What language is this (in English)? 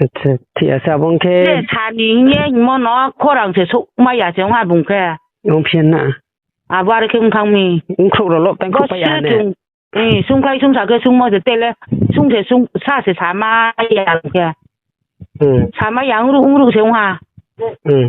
Riang (India)